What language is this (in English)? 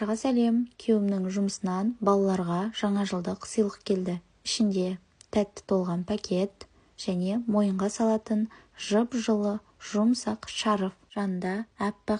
Kazakh